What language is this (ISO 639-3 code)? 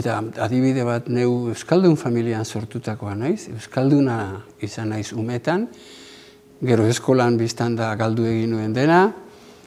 eus